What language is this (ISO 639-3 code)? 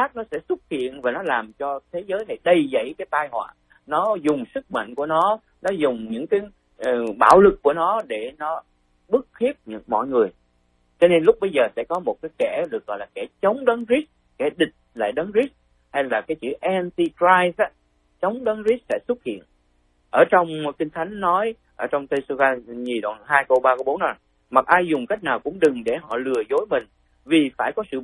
vie